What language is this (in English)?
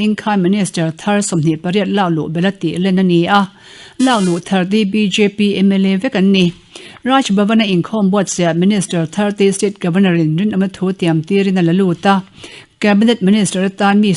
Mizo